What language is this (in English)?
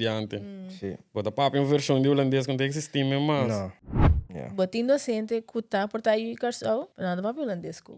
Papiamento